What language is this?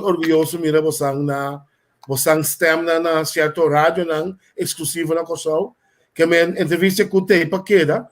Papiamento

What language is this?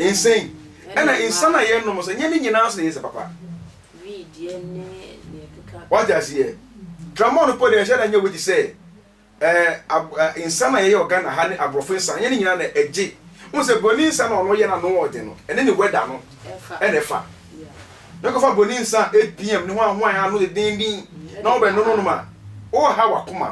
Akan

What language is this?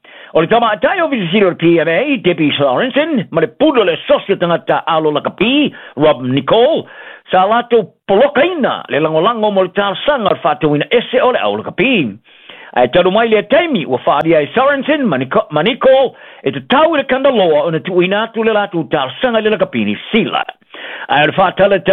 Samoan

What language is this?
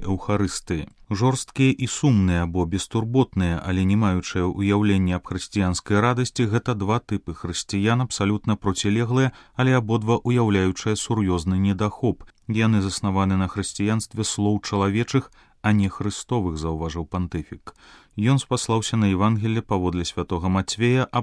Belarusian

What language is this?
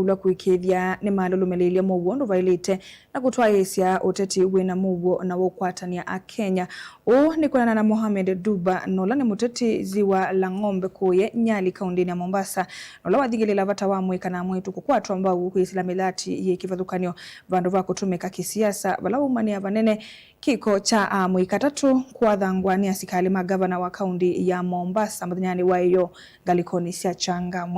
Kamba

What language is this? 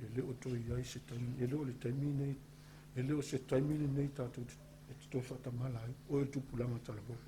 Samoan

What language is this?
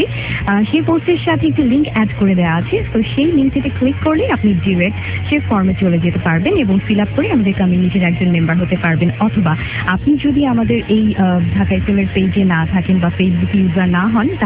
Bangla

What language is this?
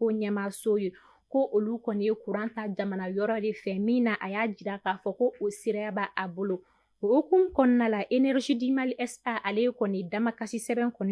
Bambara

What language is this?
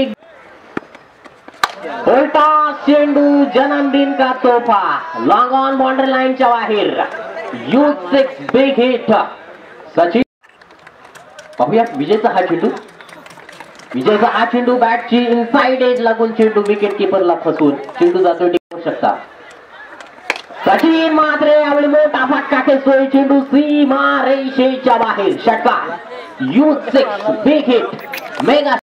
Marathi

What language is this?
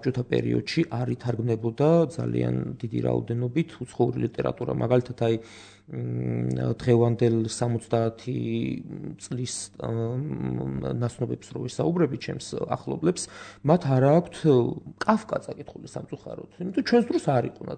Georgian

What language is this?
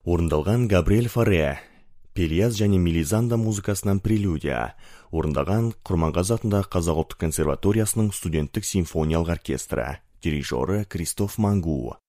Kazakh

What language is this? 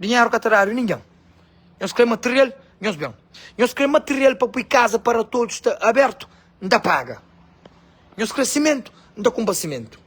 Kabuverdianu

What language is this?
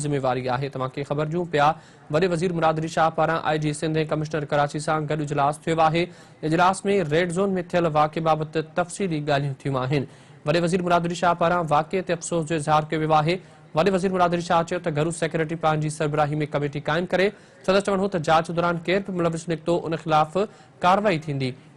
Sindhi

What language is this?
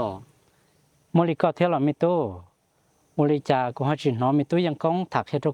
Hmong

